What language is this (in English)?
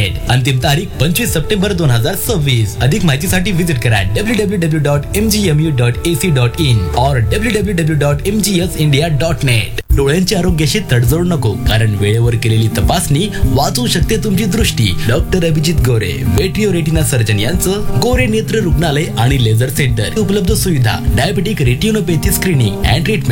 Marathi